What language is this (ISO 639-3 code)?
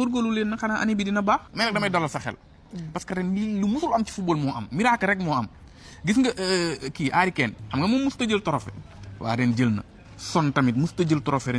wol